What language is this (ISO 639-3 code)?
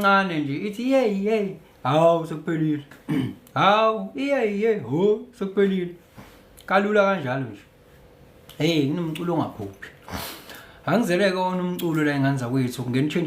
zul